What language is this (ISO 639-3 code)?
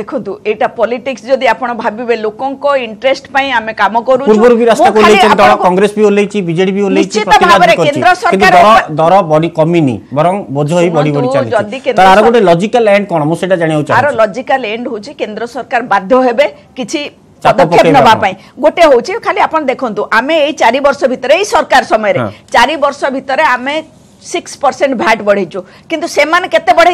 ori